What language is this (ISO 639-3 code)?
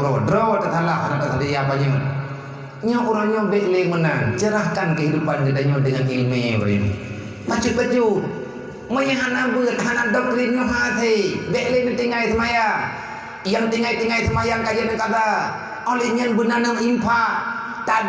ace